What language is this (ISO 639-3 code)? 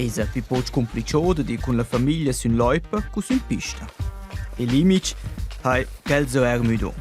roh